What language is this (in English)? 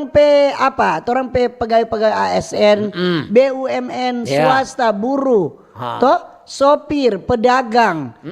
Manado Malay